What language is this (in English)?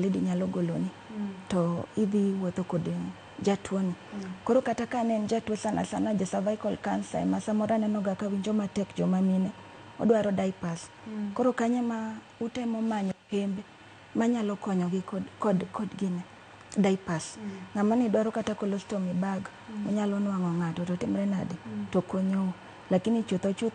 Luo (Kenya and Tanzania)